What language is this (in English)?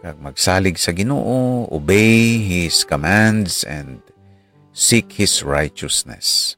Hiligaynon